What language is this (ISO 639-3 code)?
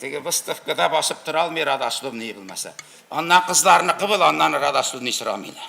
tat